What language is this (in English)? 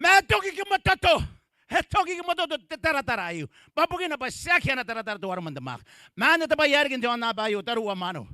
Gilbertese